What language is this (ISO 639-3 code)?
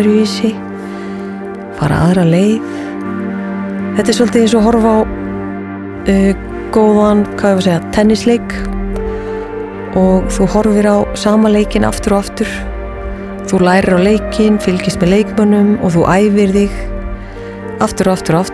isl